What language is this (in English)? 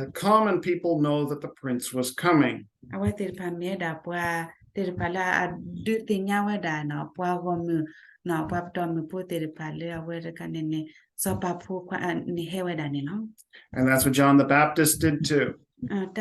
S'gaw Karen